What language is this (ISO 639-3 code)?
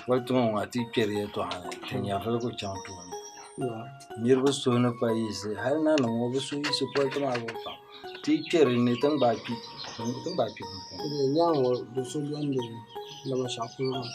dag